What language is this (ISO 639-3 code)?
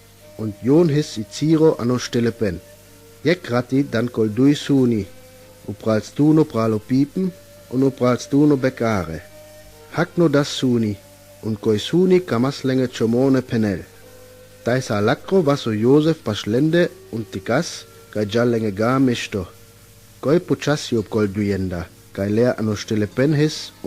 rmo